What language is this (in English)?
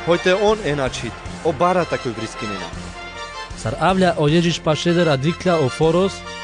Carpathian Romani